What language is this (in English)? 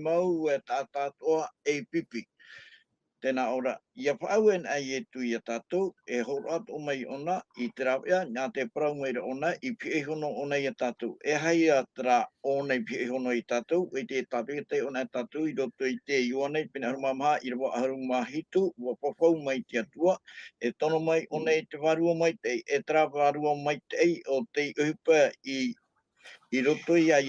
Tahitian